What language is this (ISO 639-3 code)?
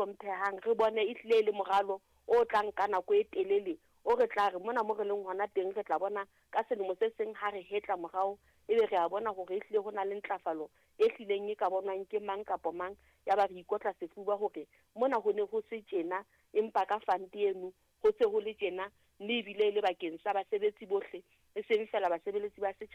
sot